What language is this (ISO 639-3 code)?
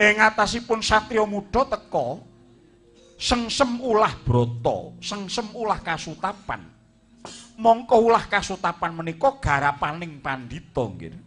jav